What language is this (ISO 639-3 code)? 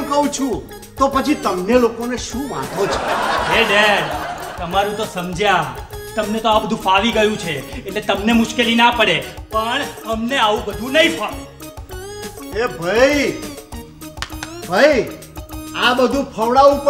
guj